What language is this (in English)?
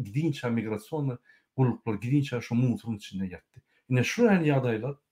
Turkmen